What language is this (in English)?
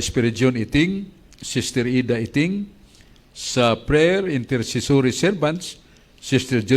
Cebuano